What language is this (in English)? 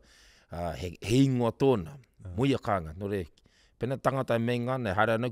Māori